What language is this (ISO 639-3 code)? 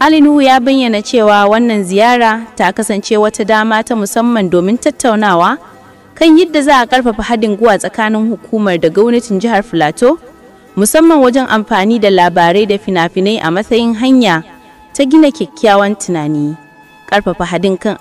hau